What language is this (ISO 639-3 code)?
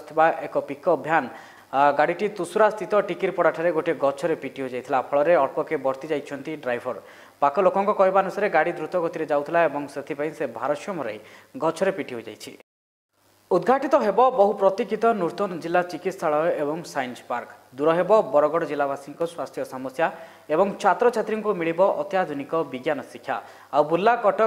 ori